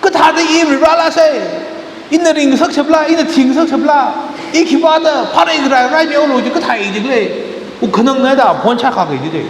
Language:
Tangkhul Naga (India)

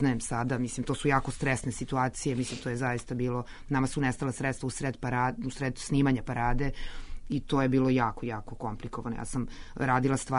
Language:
Serbian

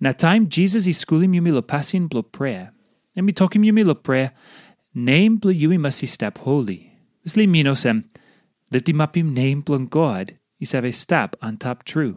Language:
Tok Pisin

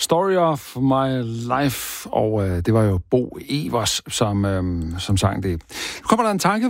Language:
Danish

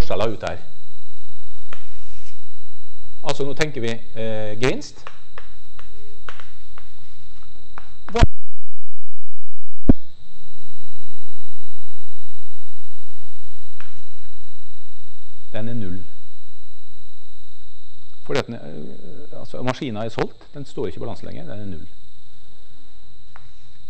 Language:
Norwegian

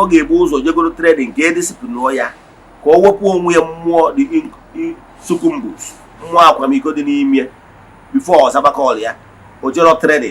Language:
Igbo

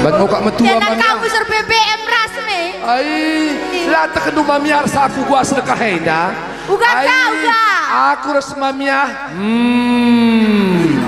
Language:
Batak Karo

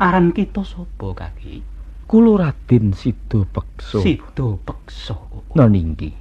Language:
Javanese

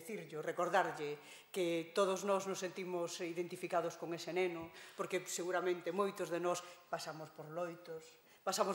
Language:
Galician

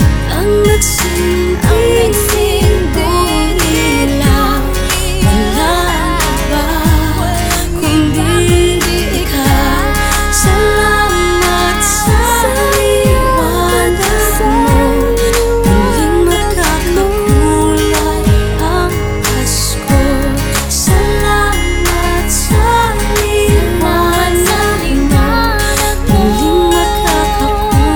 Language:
Filipino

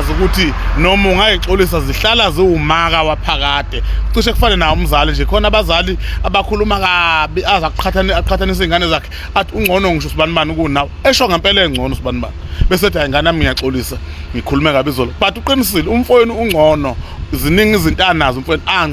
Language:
Zulu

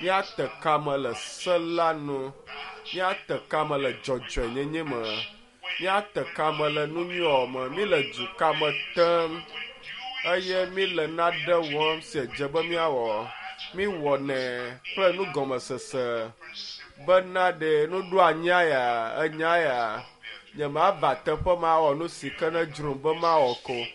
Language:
Ewe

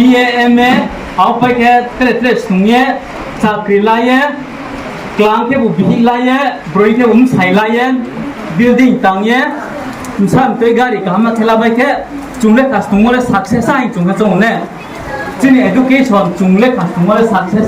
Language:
Riang (India)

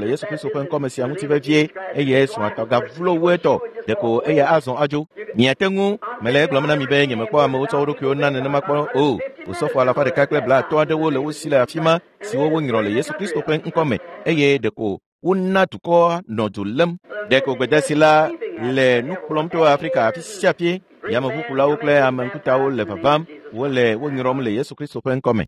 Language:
Ewe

